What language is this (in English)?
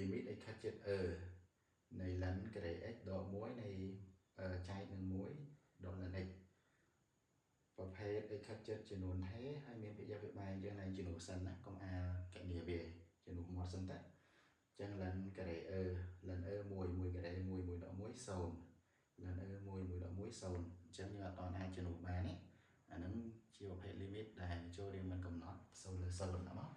Khmer